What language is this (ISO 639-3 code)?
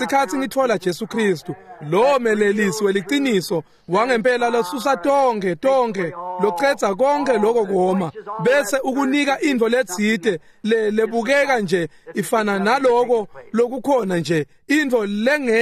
ssw